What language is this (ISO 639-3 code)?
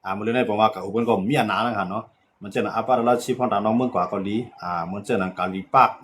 shn